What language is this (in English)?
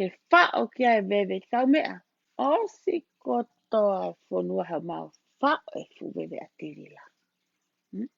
Tongan